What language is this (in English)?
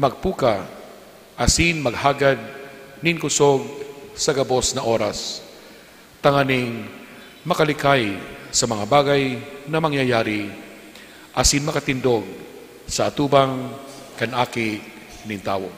Bikol